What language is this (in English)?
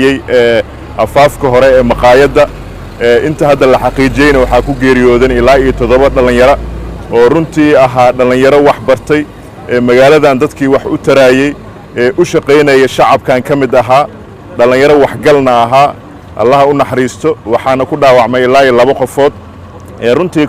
Somali